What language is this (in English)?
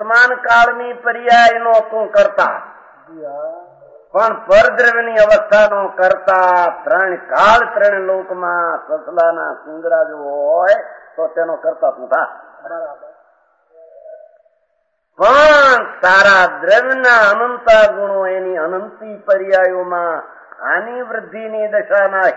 Gujarati